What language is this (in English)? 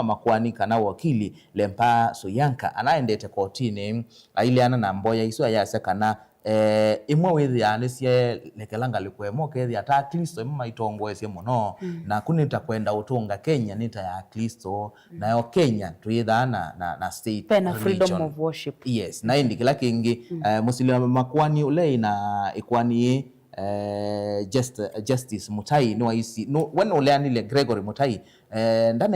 Kamba